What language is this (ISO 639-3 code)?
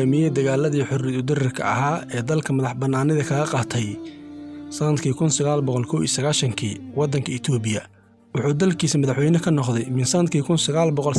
som